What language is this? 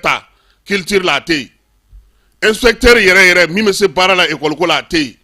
Bambara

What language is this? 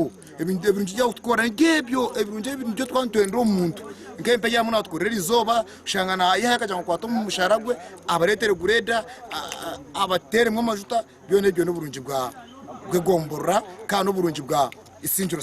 Nyankole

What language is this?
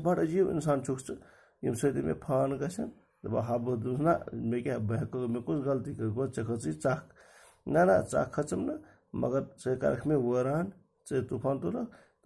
Kashmiri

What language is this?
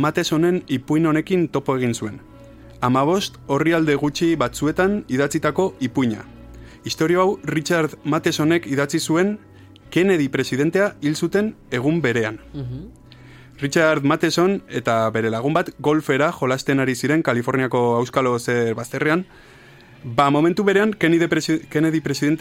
Basque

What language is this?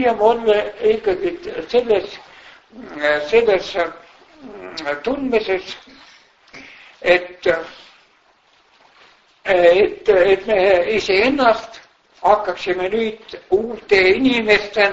Estonian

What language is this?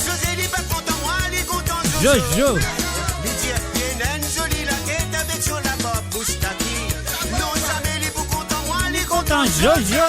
Morisyen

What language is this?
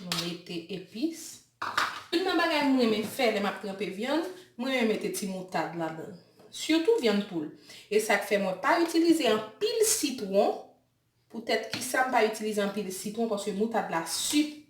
Haitian Creole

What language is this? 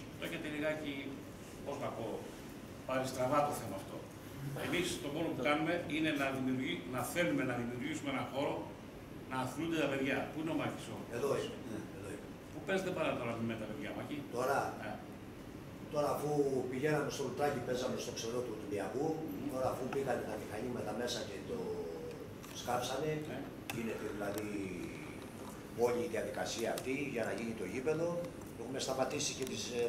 Greek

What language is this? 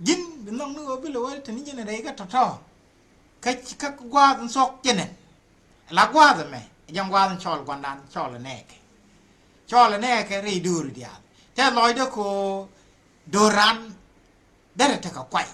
Nuer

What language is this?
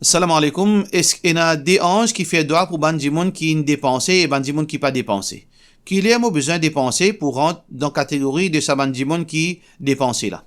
Morisyen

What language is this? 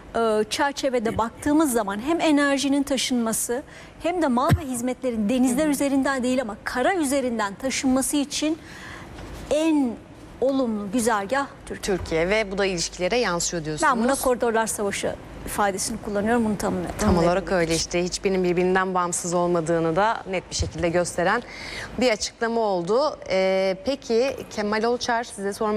Turkish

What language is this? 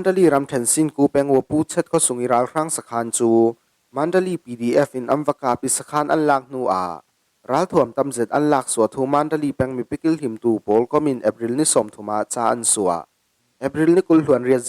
Falam Chin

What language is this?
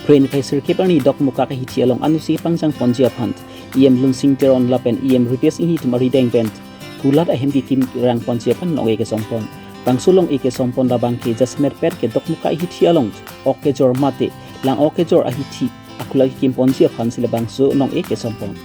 Karbi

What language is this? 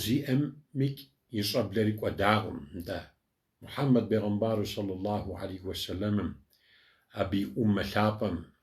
Kabardian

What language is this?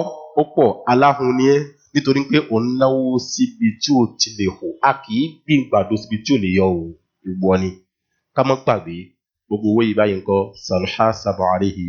Yoruba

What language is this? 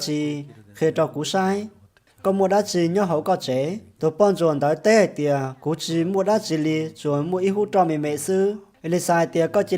Hmong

